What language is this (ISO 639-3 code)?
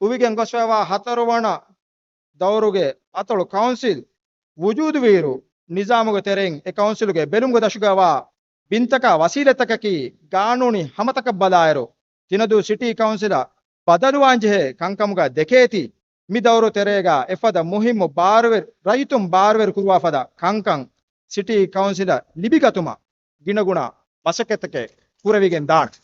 div